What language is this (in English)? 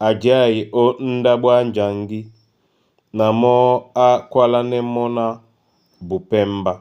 Duala